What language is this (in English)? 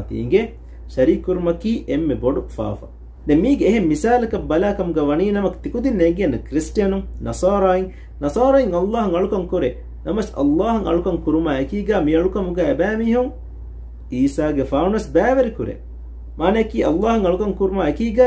Divehi